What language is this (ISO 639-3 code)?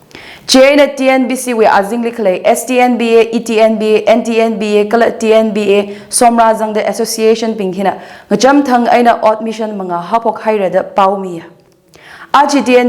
nmf